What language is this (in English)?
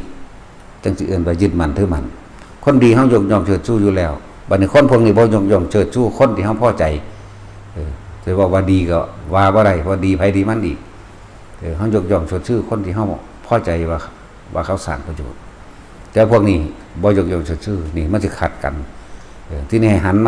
Northeastern Thai